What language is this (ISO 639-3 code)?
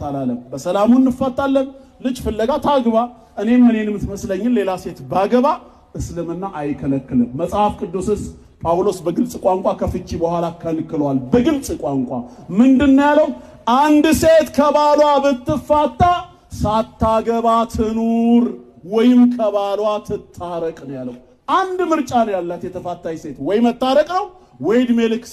amh